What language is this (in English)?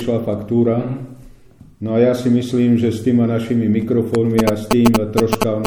Slovak